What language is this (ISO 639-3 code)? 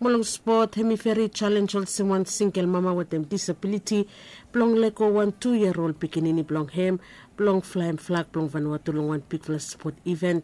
bis